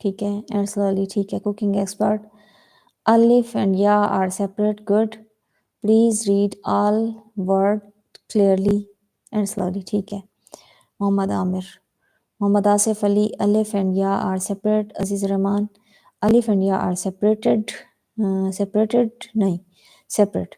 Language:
Saraiki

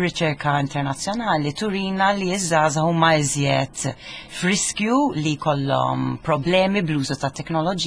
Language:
Maltese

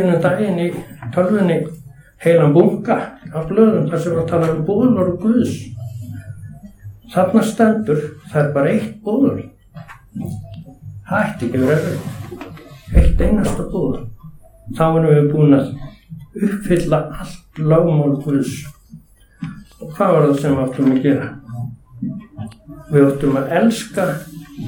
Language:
Icelandic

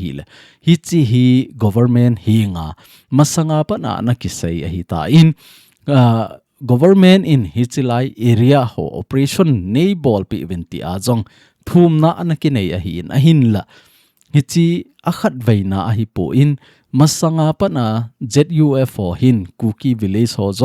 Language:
Thado Chin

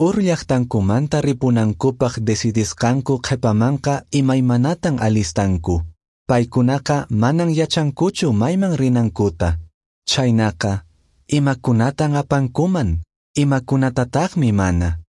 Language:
Quechua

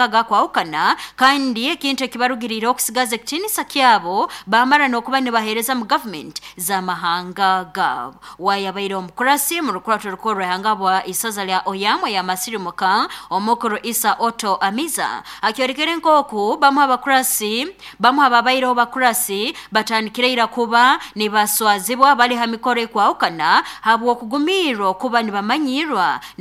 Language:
Nyoro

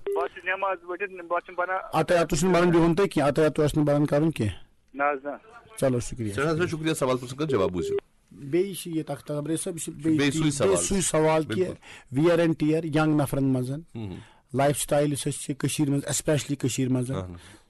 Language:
Kashmiri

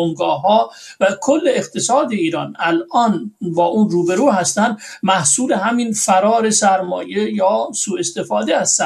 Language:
Persian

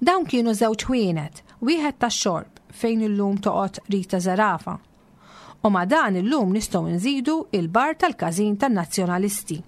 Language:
Maltese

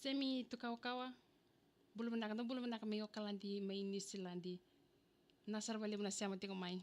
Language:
Fijian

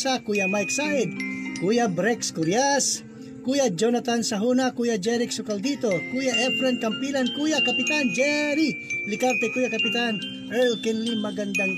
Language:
Filipino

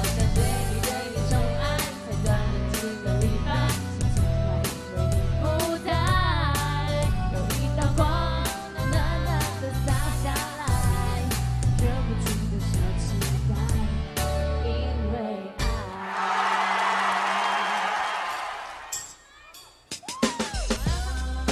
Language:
Chinese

